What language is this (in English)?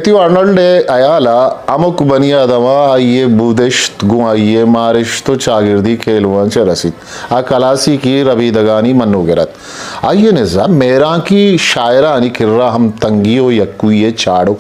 Eastern Balochi